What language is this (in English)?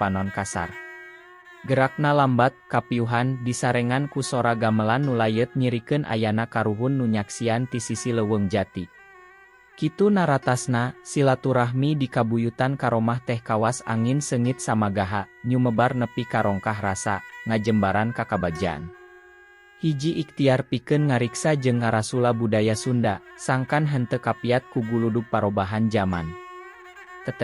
Sundanese